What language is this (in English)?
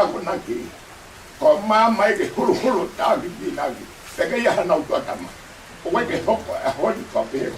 Tongan